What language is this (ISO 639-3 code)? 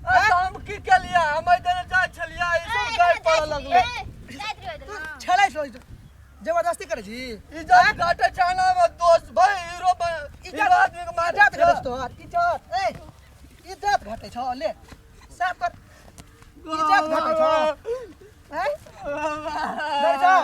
mai